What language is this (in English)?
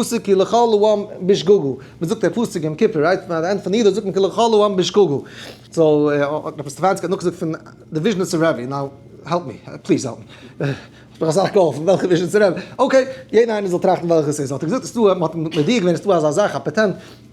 Yiddish